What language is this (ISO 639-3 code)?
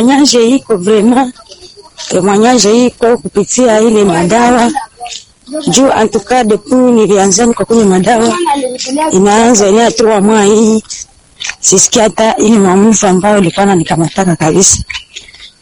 swa